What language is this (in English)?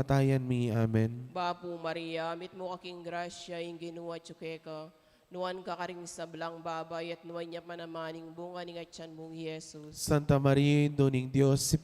Pampanga